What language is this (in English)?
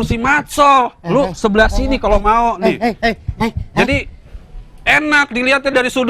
Betawi